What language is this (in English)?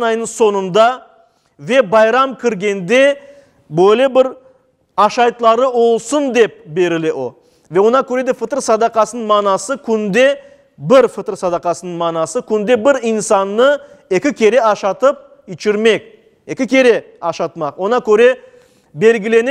Crimean Tatar